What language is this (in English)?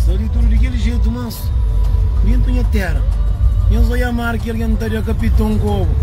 Kabuverdianu